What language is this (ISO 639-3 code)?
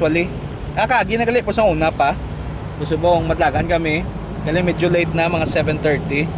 hil